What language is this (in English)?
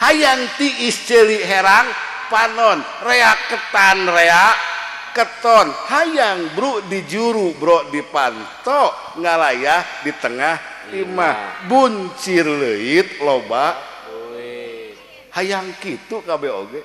Sundanese